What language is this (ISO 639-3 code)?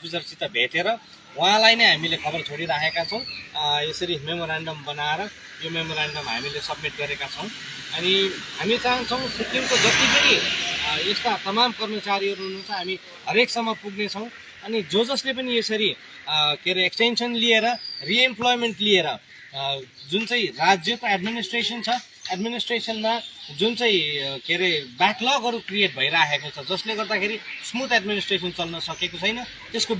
nep